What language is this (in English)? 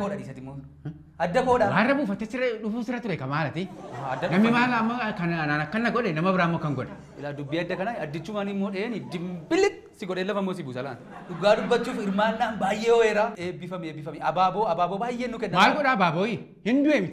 Oromo